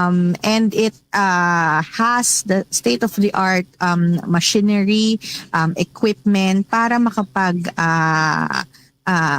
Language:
Hiligaynon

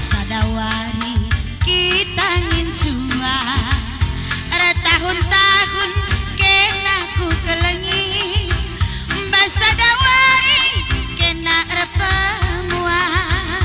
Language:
Batak Karo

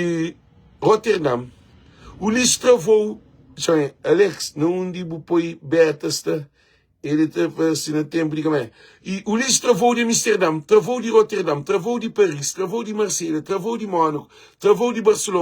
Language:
Kabuverdianu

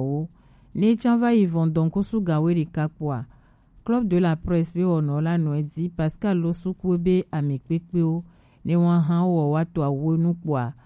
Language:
Gen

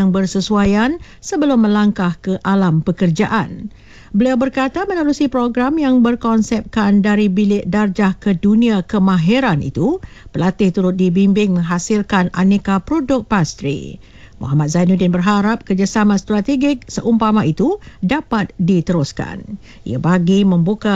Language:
Malay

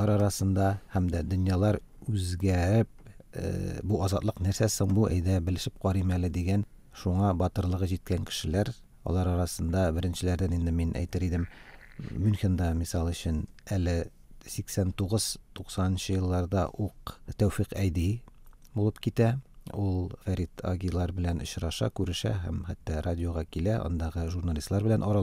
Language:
Tatar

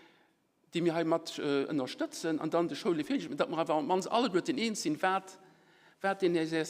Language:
Luxembourgish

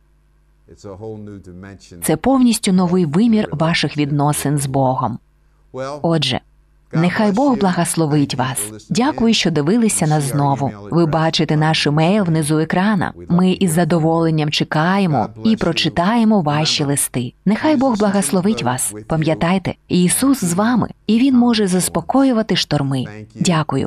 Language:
Ukrainian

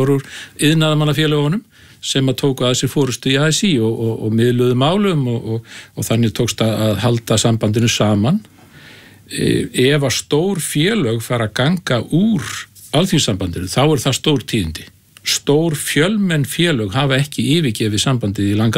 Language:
Icelandic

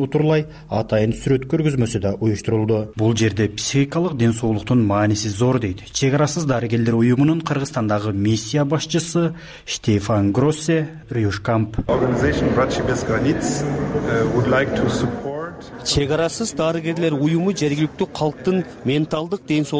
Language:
Kyrgyz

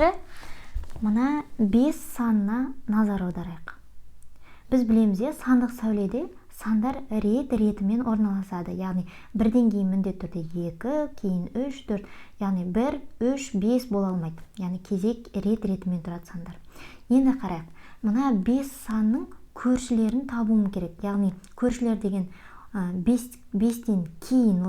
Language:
Kazakh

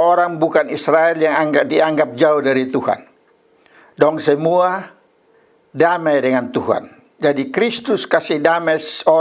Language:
Kupang Malay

